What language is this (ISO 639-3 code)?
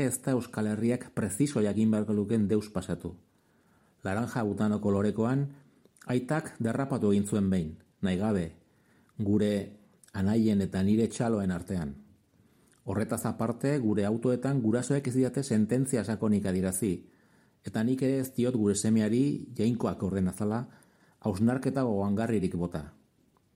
eus